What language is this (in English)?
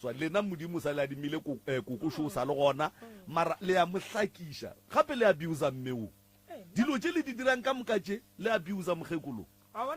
Northern Sotho